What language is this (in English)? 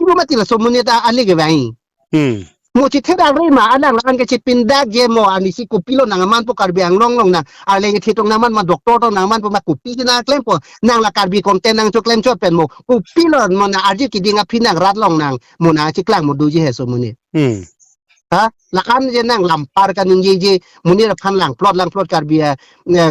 Karbi